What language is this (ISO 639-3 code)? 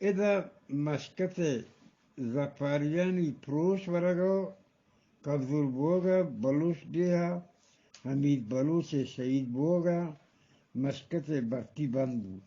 bgp